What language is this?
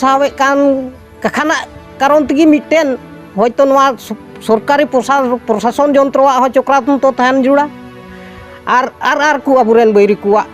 Santali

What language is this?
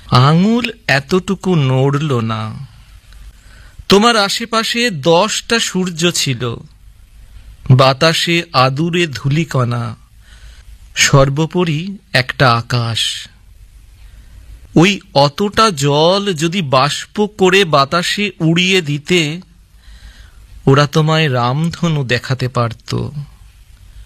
Bangla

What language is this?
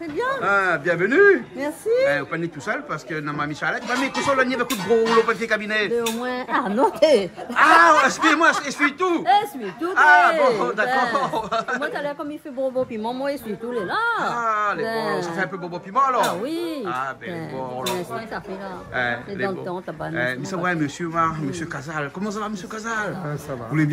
Réunion Creole French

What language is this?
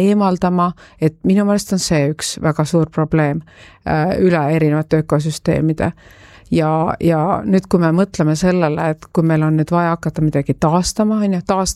Estonian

